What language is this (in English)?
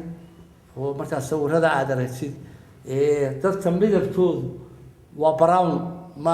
Somali